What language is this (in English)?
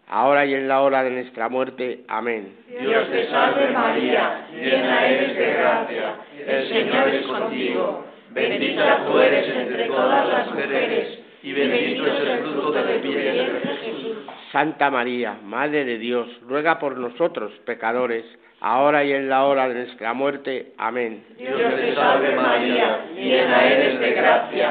Spanish